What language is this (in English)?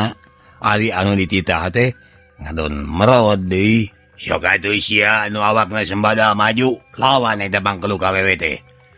Sundanese